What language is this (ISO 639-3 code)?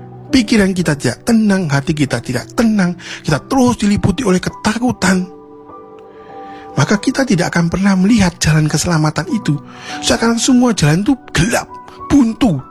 ind